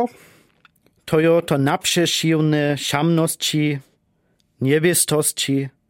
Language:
Lower Sorbian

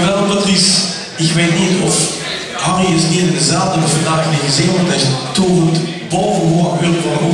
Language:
Limburgish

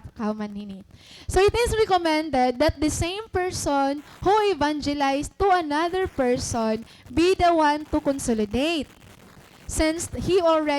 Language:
Waray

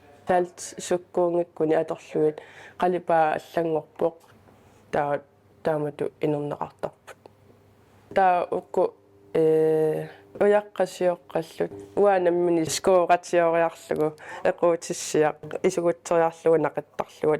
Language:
Kalaallisut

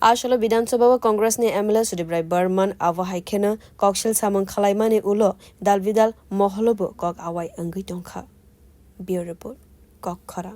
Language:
Kok Borok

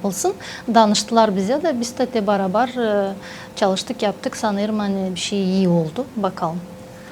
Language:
Gagauz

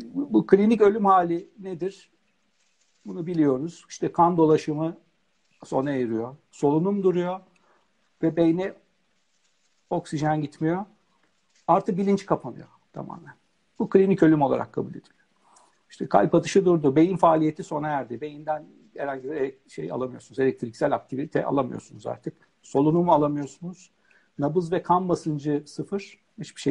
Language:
Turkish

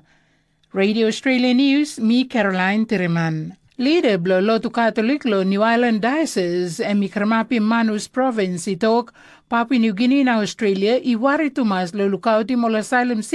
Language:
Tok Pisin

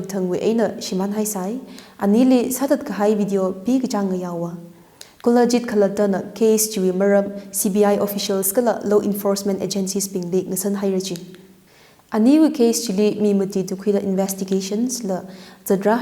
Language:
Tangkhul Naga (India)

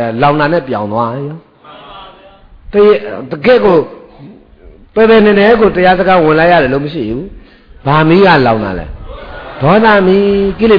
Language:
Burmese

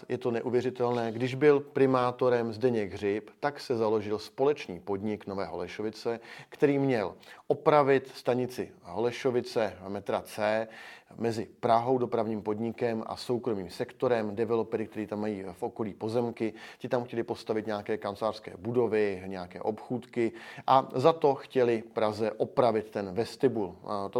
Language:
Czech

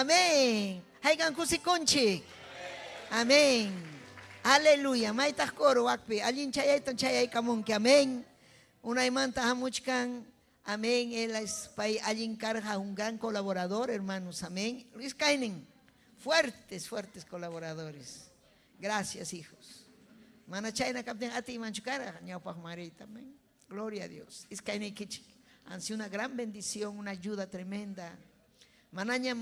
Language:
Ayacucho Quechua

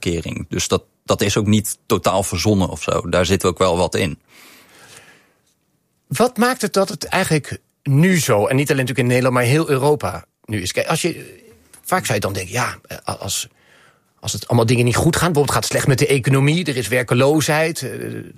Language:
Dutch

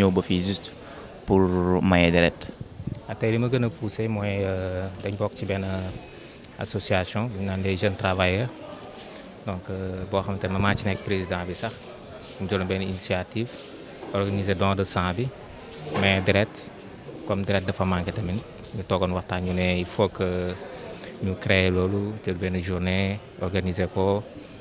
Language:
Wolof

